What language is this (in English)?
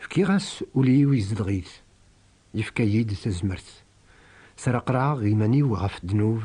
Kabyle